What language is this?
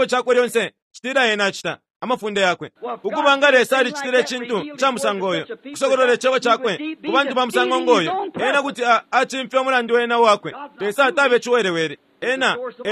Bemba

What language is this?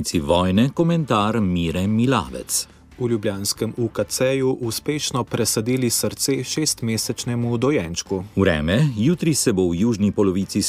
Slovenian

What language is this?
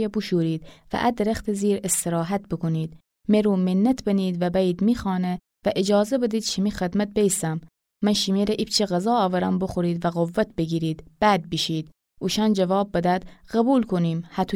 Gilaki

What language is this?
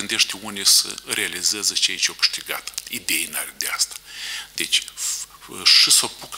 Romanian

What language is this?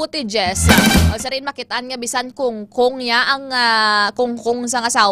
Hiligaynon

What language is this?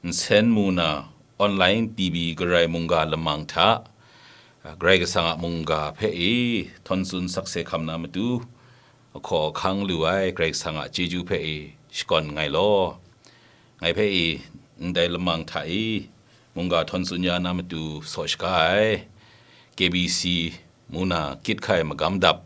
Kachin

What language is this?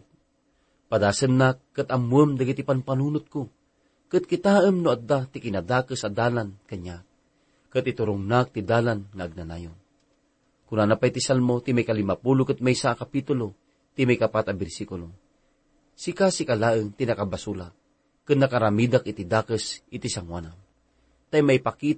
Iloko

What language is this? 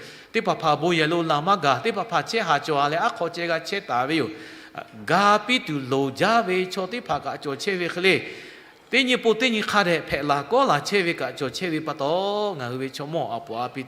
Lahu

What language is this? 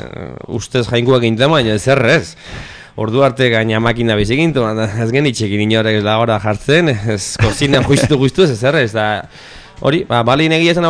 Basque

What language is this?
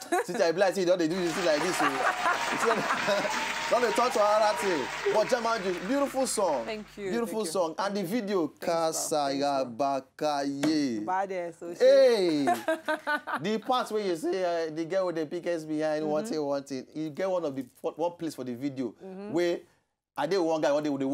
Nigerian Pidgin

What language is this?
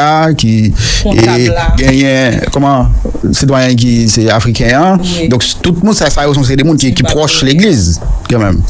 Haitian Creole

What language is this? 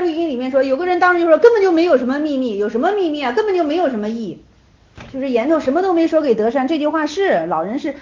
Chinese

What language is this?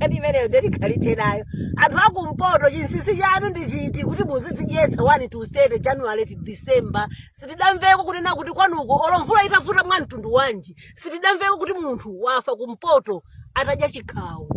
Nyanja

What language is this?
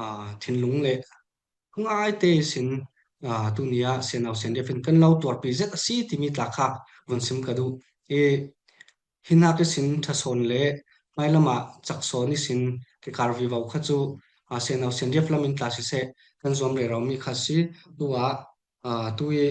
Falam Chin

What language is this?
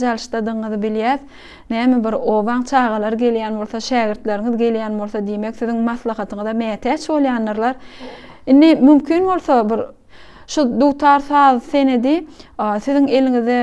Turkmen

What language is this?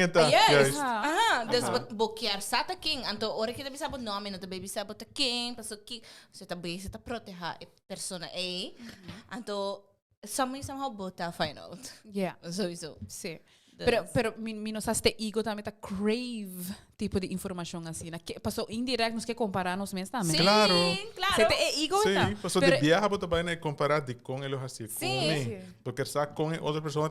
Papiamento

